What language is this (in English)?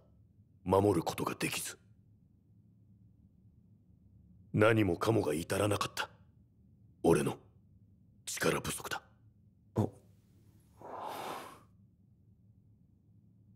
Japanese